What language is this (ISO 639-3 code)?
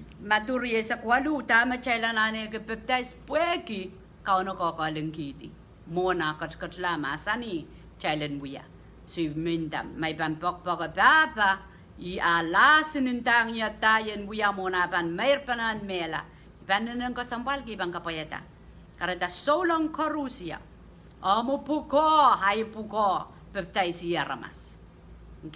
pon